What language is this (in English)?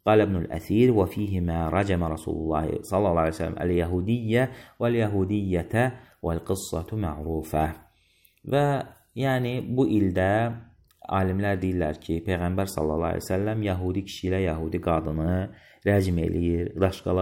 Azerbaijani